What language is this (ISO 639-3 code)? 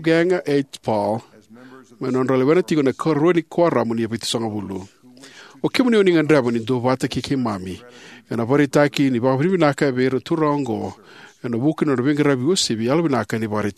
fij